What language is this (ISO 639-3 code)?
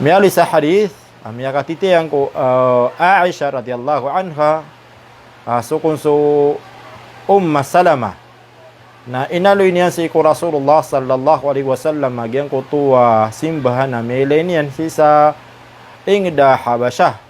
mrw